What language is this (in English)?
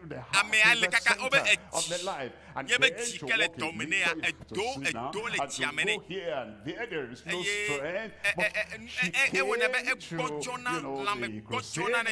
Ewe